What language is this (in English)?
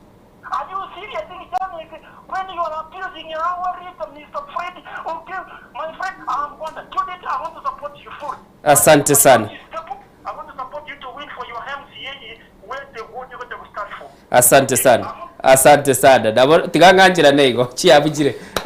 Gusii